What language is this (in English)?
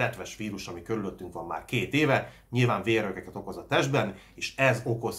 Hungarian